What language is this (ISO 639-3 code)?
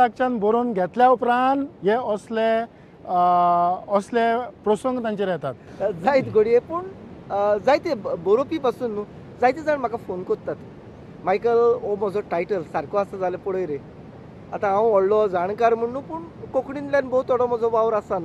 kok